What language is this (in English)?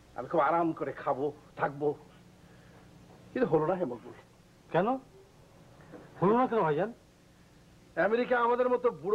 Bangla